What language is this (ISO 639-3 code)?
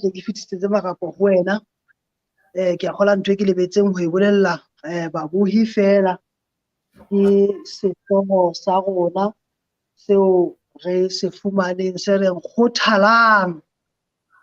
sot